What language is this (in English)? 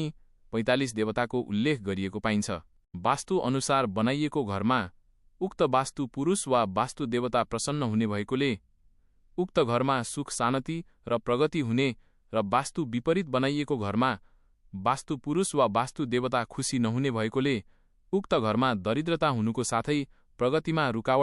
Nepali